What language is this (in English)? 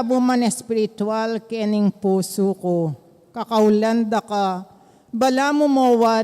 Pampanga